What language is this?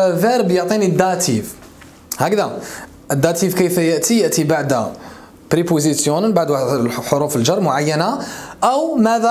Algerian Arabic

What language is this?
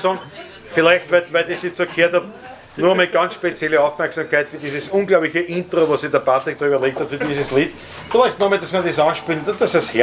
Bavarian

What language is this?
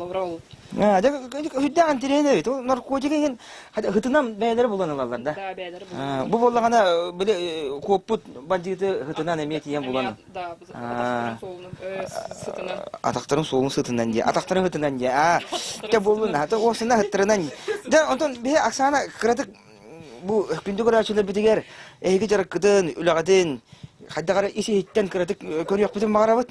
Yakut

